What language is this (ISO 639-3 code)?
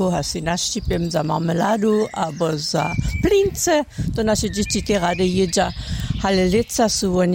hsb